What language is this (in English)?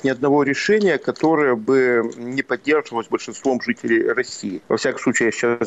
Russian